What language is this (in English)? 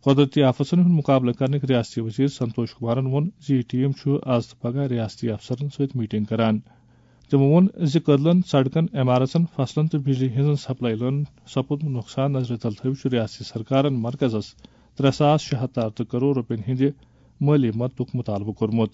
Kashmiri